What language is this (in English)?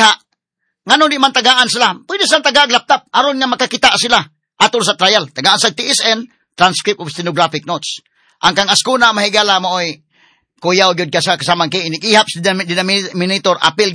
Cebuano